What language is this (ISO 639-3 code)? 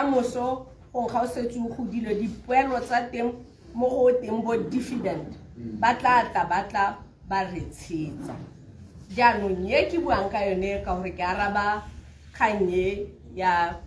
tsn